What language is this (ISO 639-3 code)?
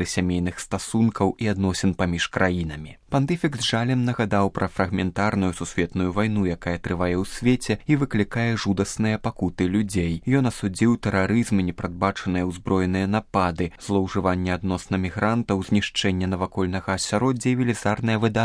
bel